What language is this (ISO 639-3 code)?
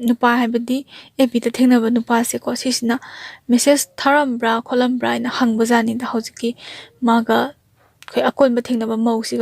mni